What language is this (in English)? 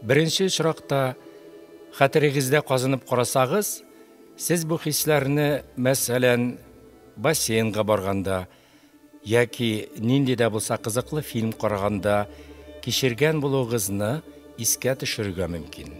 Tatar